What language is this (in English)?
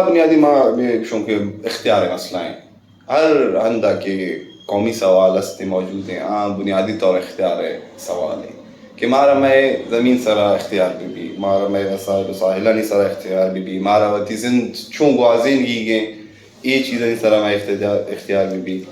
Brahui